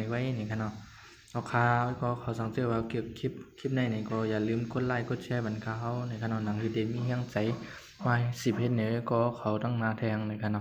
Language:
Shan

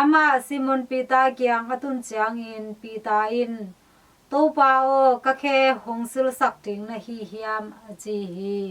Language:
Tedim Chin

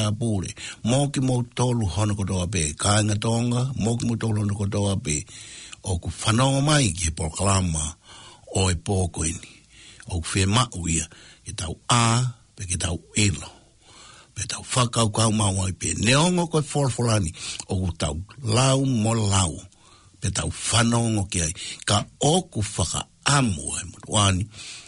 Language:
Tongan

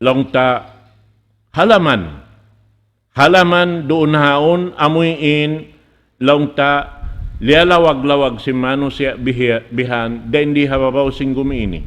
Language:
Tausug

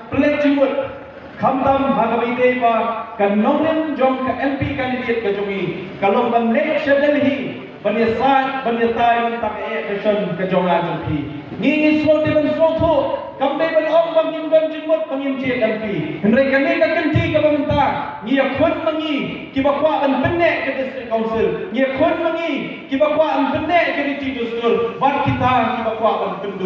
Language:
Khasi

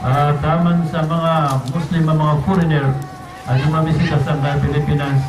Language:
Maranao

